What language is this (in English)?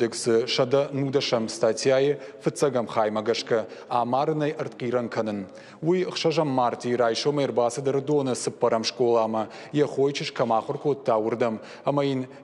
Ossetic